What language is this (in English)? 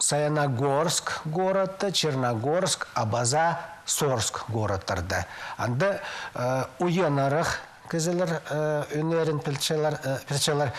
Khakas